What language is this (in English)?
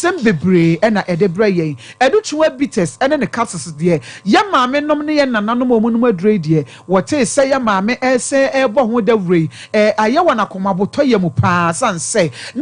Akan